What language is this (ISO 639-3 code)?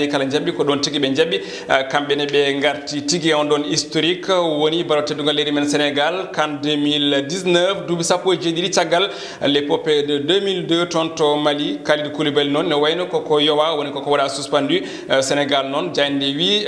ful